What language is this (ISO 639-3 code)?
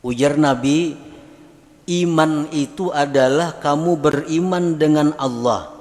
bjn